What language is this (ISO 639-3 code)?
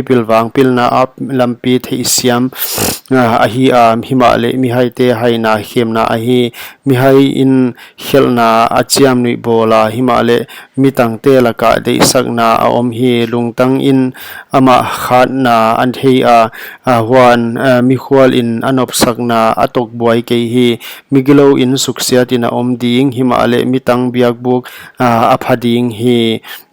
pck